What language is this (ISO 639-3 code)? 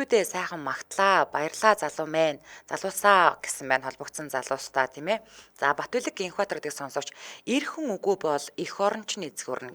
mon